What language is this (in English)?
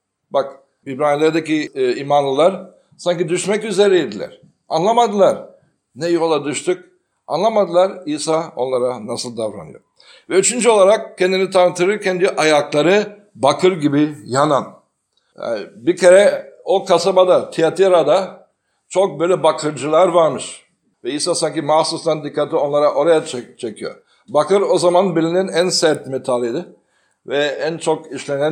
Turkish